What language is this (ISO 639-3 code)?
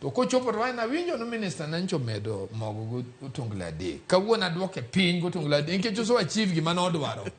luo